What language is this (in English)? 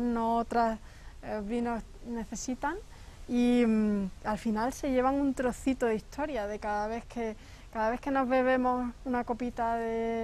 Spanish